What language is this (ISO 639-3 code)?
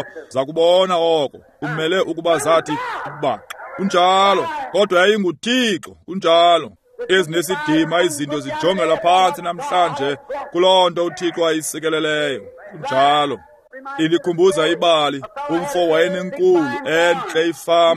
xho